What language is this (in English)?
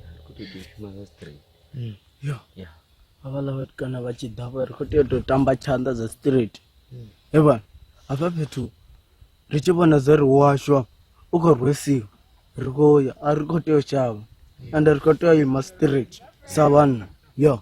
Venda